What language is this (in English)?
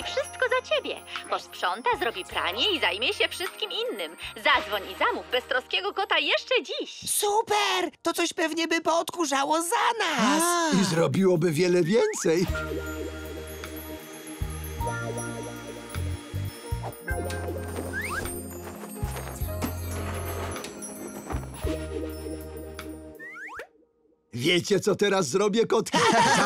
Polish